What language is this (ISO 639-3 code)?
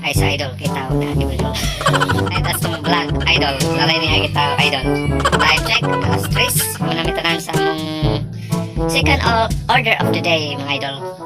ceb